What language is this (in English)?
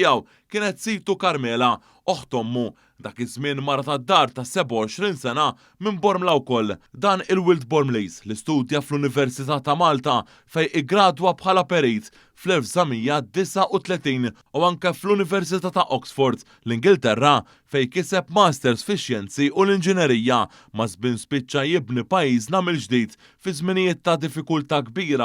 Maltese